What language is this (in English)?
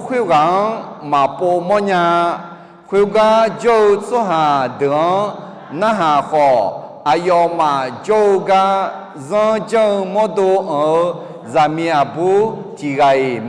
Akha